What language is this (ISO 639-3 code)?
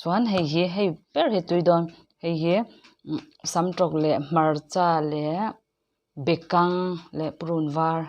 lus